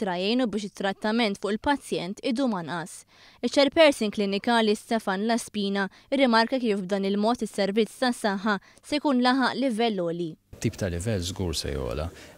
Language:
Maltese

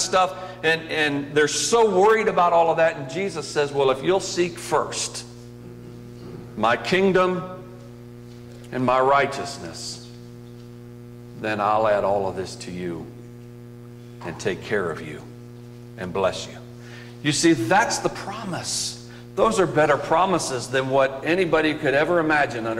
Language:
English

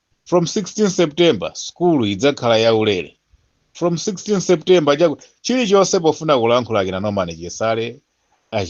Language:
Nyanja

